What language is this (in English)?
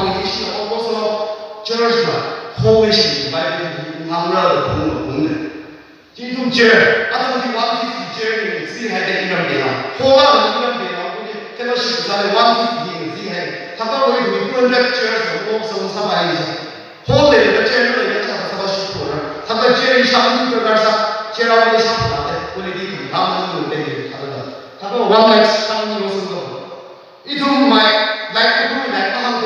Tangkhul Naga (India)